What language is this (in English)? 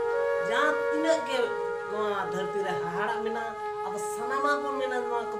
Santali